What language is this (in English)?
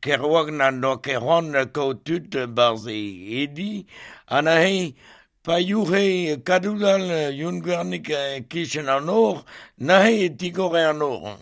Breton